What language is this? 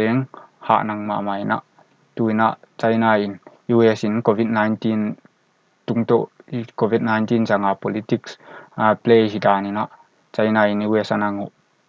Paite Chin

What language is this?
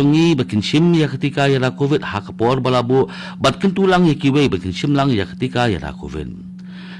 Khasi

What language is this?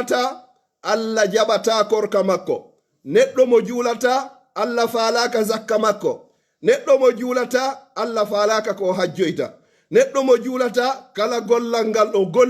Pular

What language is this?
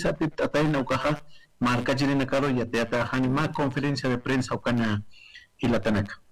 Aymara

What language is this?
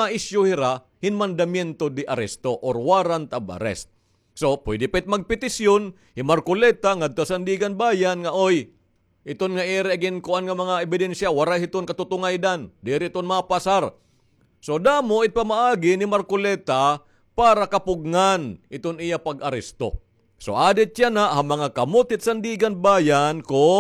Waray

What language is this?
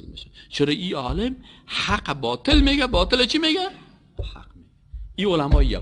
Persian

